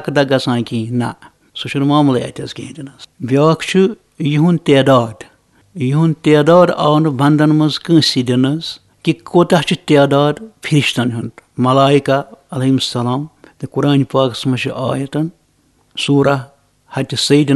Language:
Kashmiri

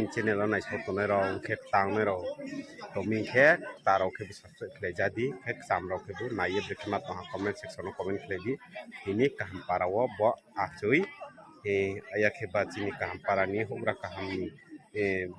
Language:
Riang (India)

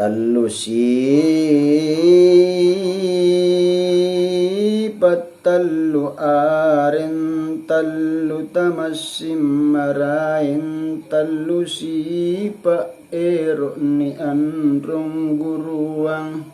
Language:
Makasar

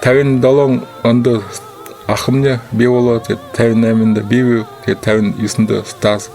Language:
Buriat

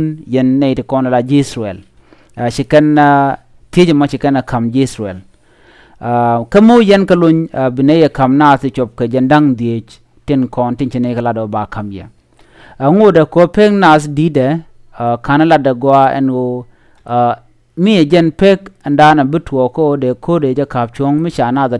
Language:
Nuer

